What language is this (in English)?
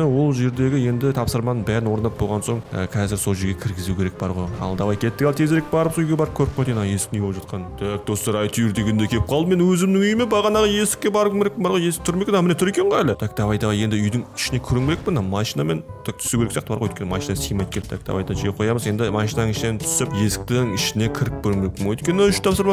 Kazakh